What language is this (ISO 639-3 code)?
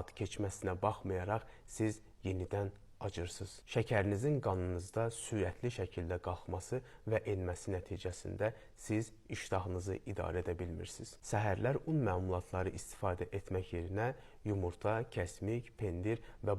aze